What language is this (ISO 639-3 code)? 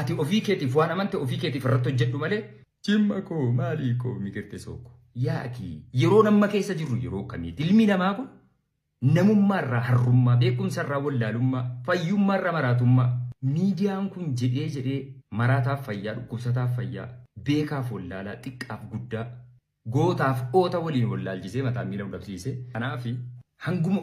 orm